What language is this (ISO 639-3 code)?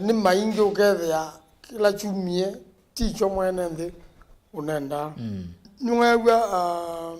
kam